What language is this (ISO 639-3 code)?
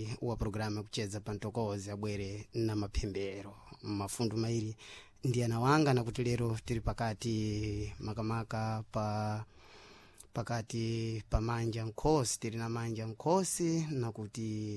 seh